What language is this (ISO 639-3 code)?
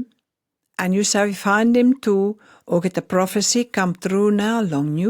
pis